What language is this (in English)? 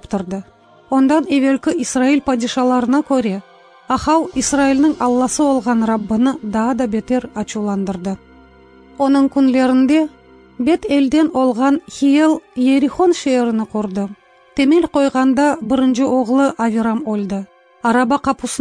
Crimean Tatar